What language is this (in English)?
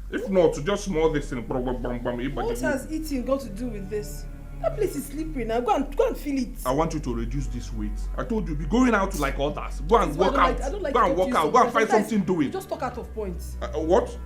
Nigerian Pidgin